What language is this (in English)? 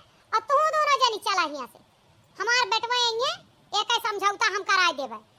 Awadhi